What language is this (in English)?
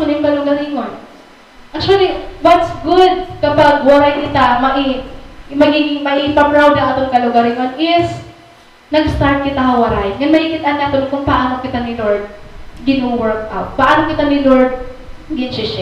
Waray